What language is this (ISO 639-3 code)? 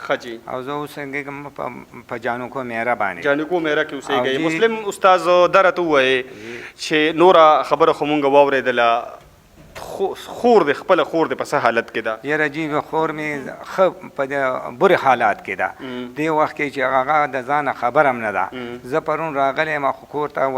pus